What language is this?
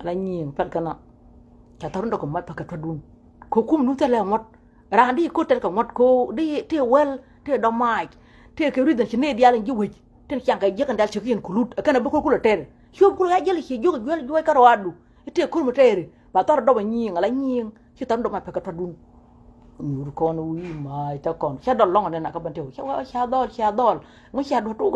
Nuer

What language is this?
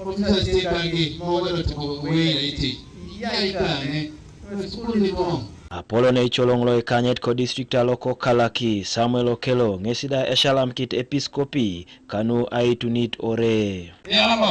Teso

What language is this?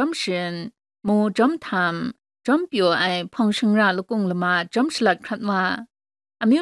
Kachin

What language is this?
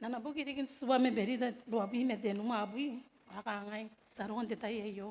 Gilbertese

